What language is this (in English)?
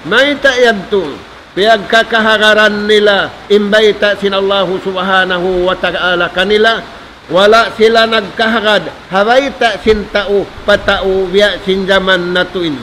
Tausug